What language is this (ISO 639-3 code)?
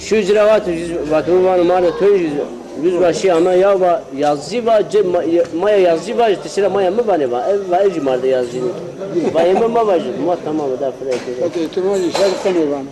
zza